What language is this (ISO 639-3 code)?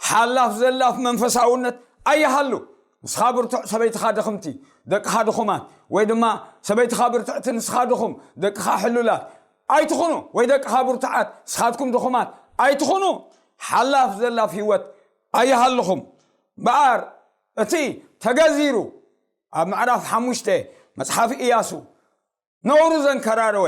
tir